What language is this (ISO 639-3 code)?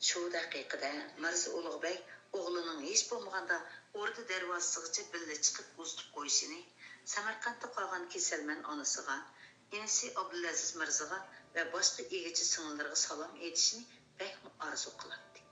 uig